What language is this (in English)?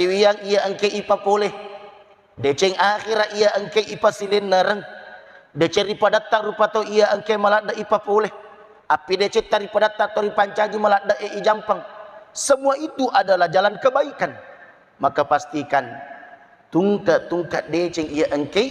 Buginese